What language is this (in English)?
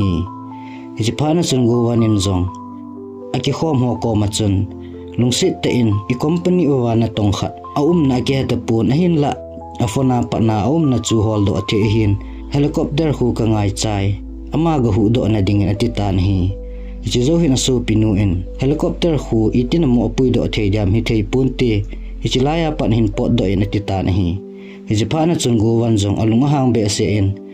Thado Chin